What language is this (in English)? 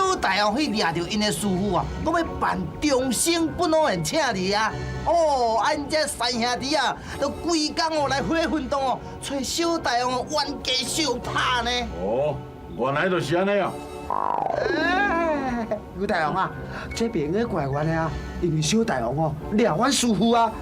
Min Nan Chinese